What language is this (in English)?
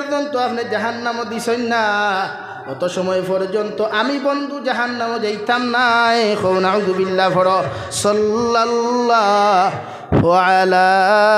Sylheti